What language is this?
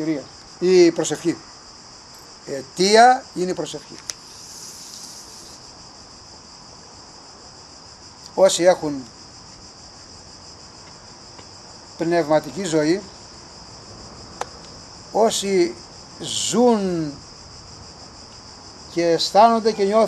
Greek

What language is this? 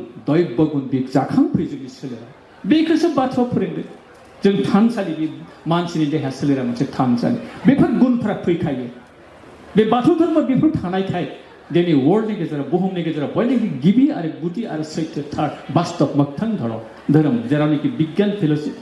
Bodo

